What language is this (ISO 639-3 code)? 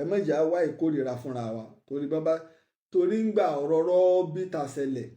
yor